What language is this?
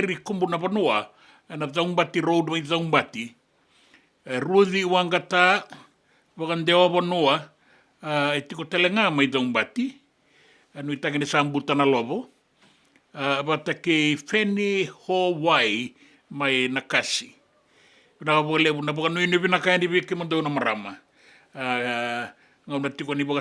Fijian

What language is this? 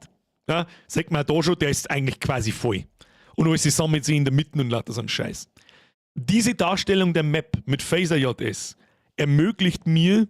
Bavarian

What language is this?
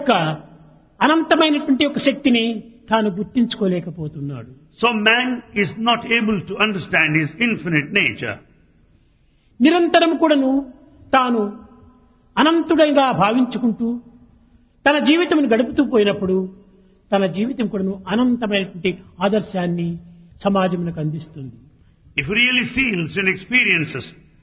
Telugu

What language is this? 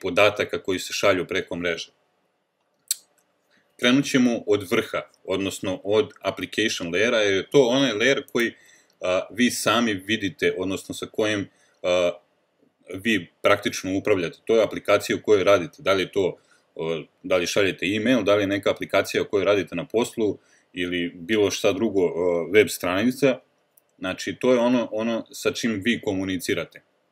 Serbian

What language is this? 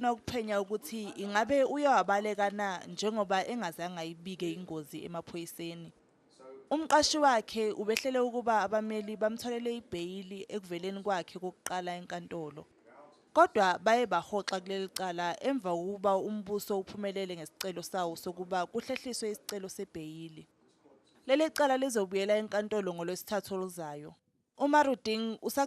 Zulu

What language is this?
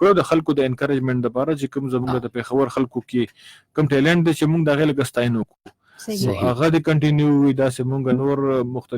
Pashto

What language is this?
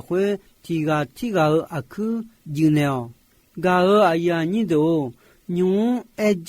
Akha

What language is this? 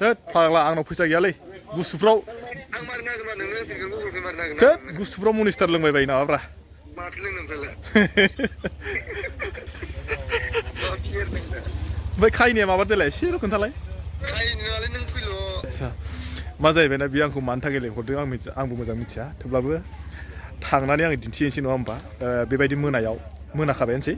Bodo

